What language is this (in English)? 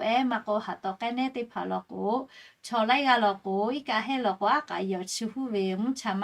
Lahu